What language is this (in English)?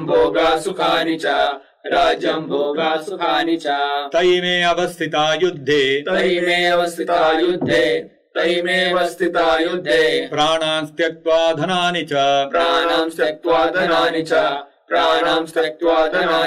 Sanskrit